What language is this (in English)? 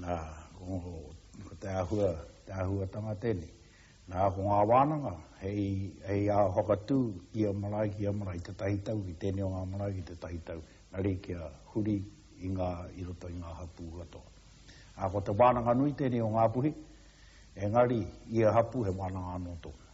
Māori